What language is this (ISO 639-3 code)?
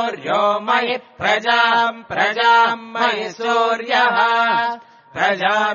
san